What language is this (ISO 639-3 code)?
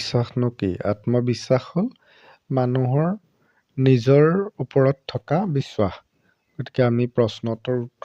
asm